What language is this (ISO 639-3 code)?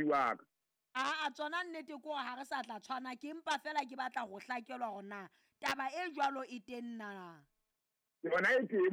sot